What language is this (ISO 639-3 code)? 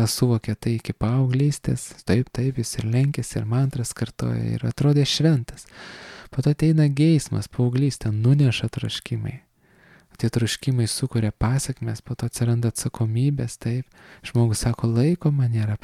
lit